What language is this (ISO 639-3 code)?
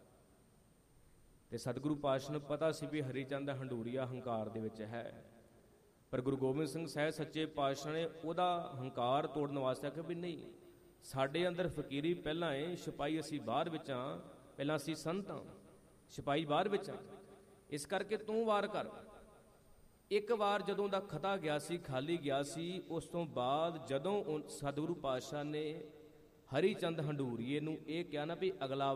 pan